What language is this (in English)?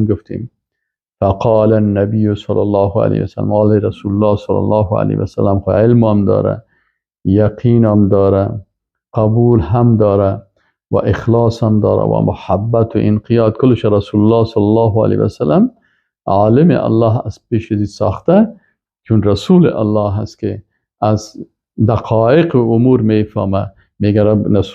Persian